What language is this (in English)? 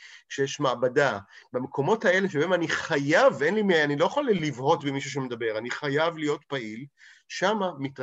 Hebrew